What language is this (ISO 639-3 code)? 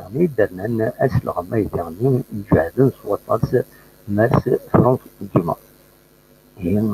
kab